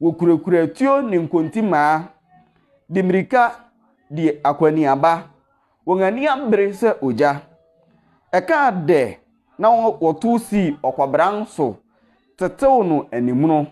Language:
Akan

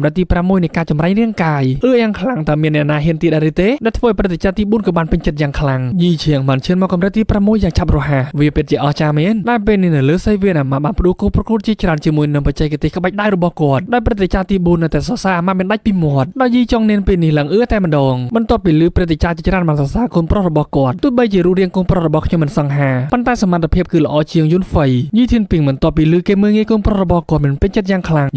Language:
Khmer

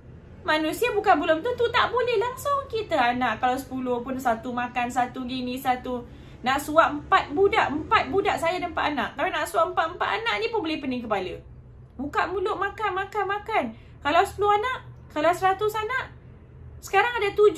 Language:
Malay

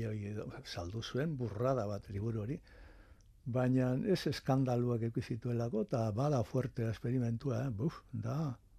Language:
Basque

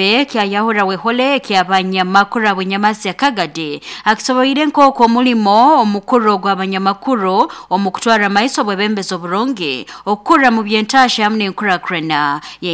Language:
Nyoro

